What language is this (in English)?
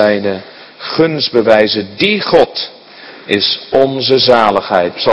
Dutch